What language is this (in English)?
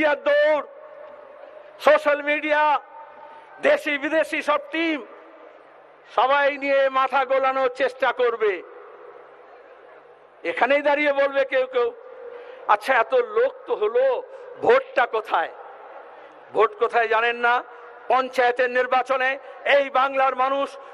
Bangla